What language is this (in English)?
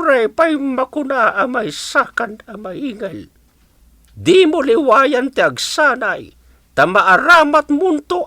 Iloko